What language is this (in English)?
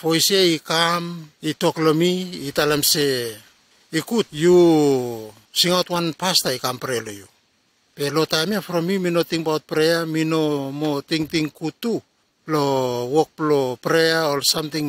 Bislama